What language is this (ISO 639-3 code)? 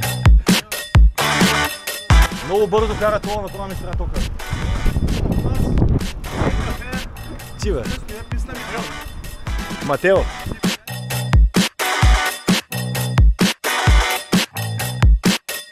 bul